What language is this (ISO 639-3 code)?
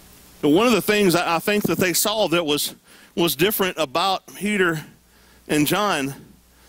eng